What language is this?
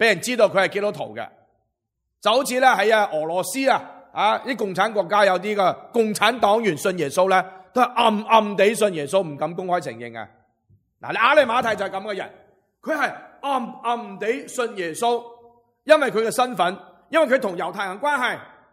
Cantonese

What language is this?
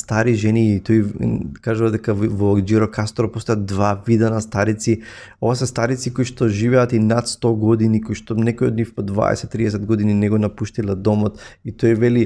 Macedonian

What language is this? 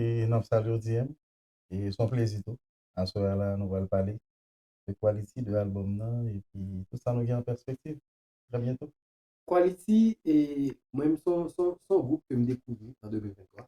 Haitian Creole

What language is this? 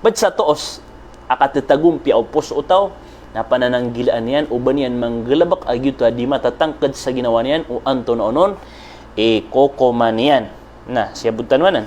Maranao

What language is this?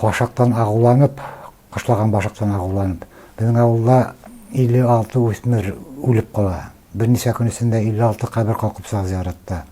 Bashkir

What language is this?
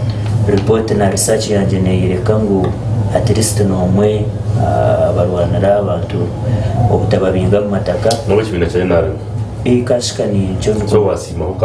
Nyankole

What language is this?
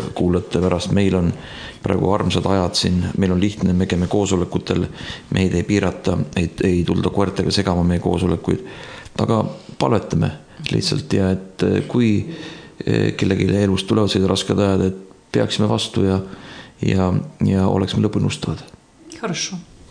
Estonian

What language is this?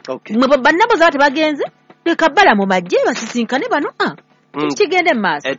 Ganda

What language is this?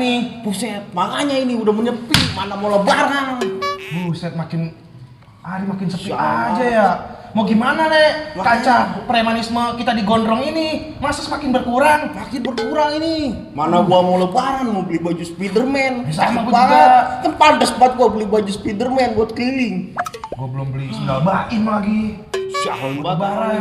Betawi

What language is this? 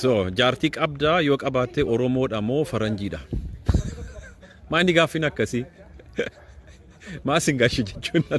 Oromo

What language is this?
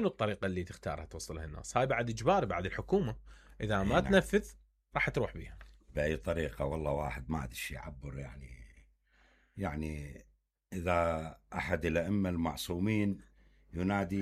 Mesopotamian Arabic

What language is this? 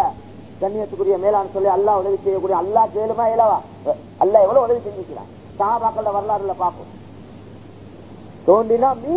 Tamil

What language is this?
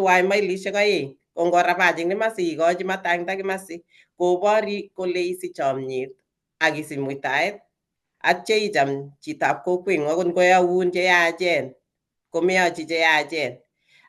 Kalenjin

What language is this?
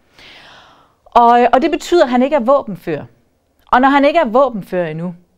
Danish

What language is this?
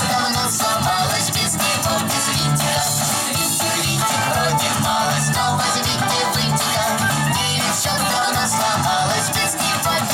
Russian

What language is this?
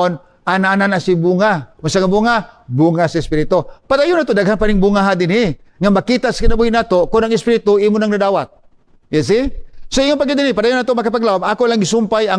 Cebuano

